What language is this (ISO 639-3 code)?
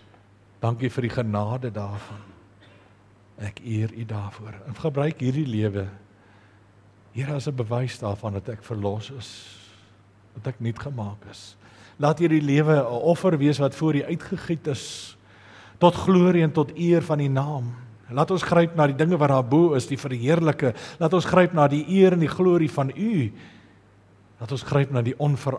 afr